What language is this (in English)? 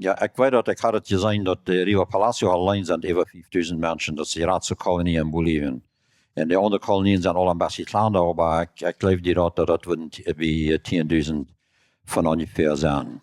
Plautdietsch